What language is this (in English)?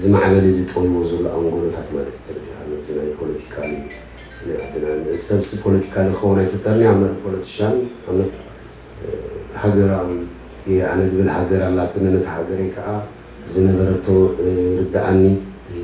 Tigrinya